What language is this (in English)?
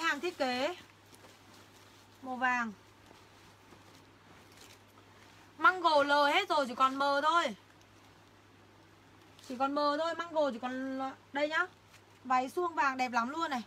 Vietnamese